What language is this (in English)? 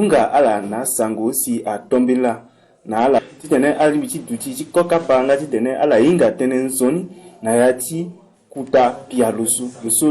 Sango